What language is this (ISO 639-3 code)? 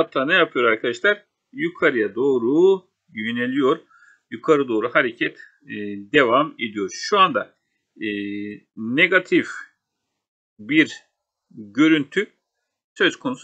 tur